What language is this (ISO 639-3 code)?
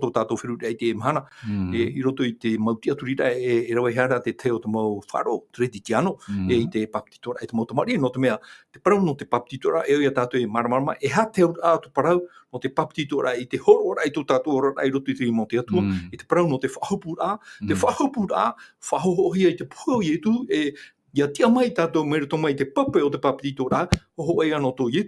tah